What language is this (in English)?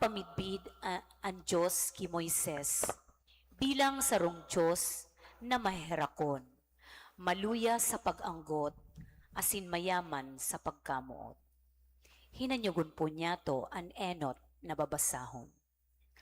Bikol